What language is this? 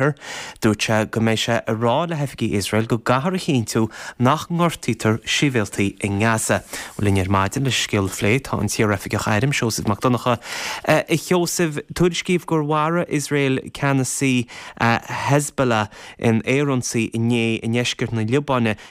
Irish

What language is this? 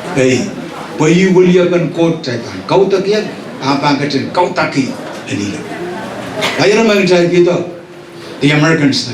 Pohnpeian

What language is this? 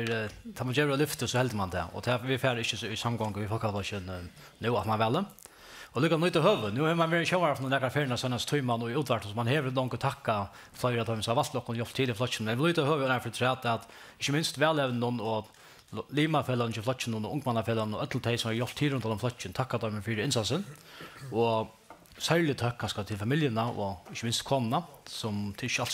Faroese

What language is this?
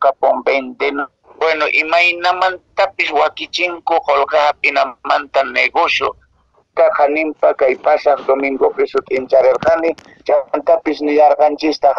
Quechua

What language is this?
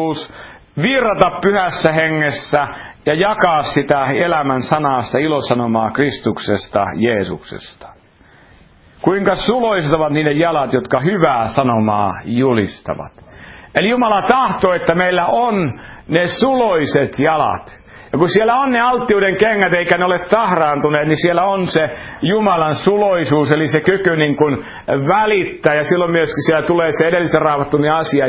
Finnish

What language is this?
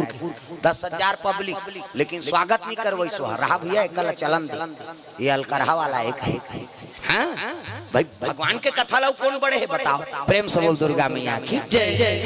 Chhattisgarhi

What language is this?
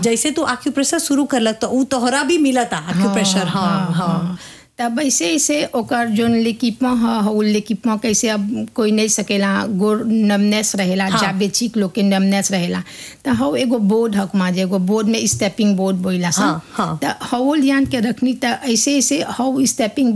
Bhojpuri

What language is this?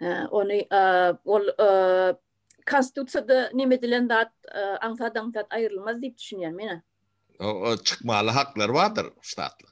Turkmen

